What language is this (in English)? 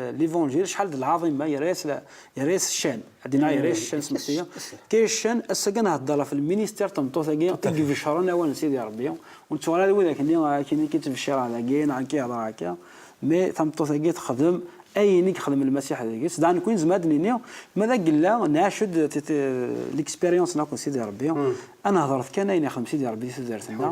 Kabyle